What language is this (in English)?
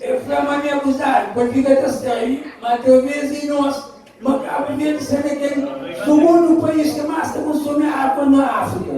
Kabuverdianu